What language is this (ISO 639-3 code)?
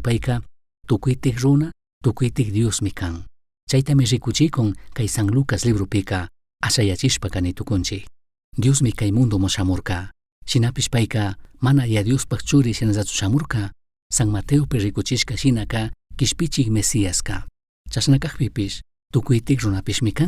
qug